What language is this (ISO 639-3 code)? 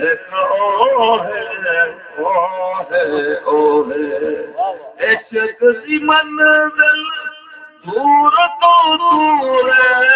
skr